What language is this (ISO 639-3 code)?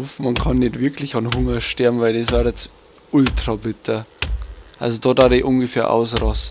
bar